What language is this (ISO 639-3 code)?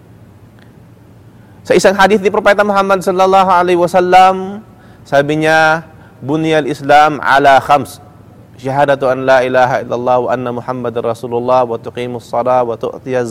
fil